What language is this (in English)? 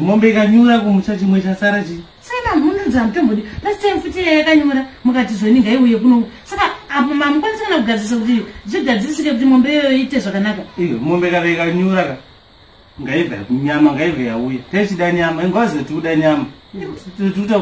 Shona